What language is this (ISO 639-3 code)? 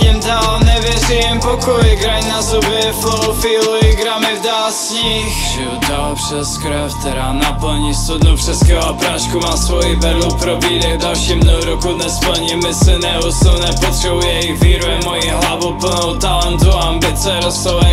ces